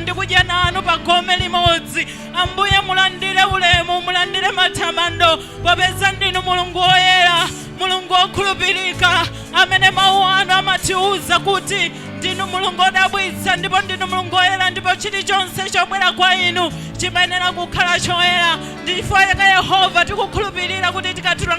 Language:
Nyanja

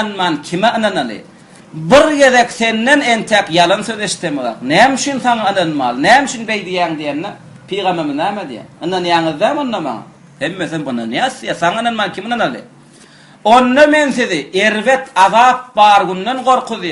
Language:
Turkmen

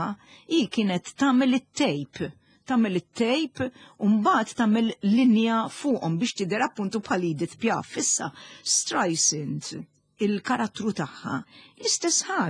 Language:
Maltese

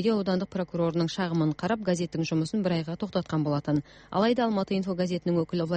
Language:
Kazakh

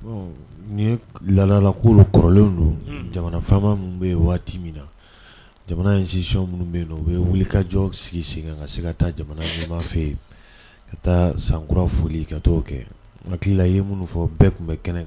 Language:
Bambara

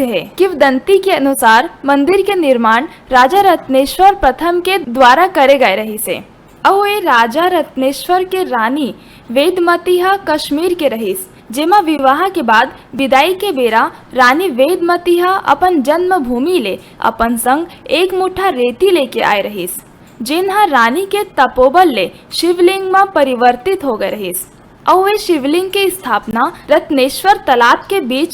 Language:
Chhattisgarhi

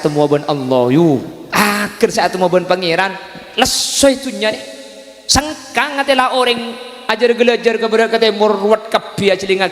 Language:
Madurese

